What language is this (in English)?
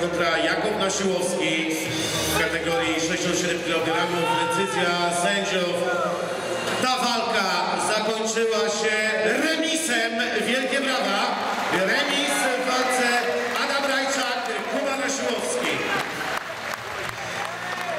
Polish